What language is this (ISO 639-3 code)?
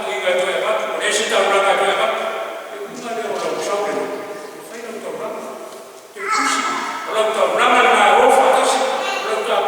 smo